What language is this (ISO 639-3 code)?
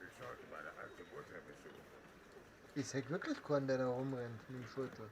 bar